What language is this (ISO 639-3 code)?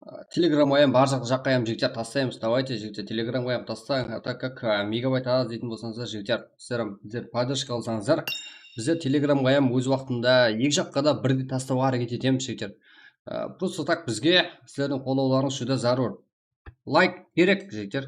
kaa